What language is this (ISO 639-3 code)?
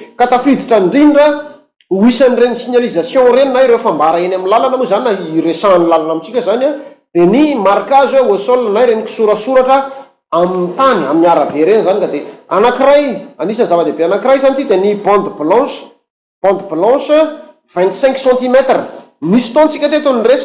mlg